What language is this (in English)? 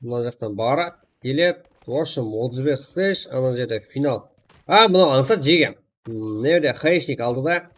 Kara-Kalpak